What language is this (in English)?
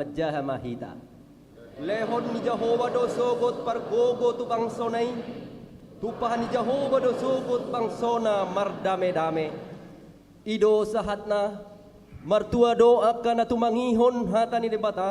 Batak Toba